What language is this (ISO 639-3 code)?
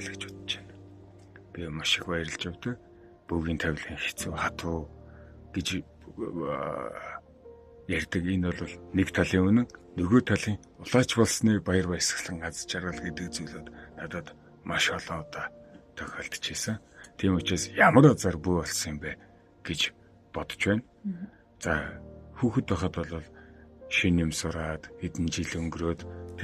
mon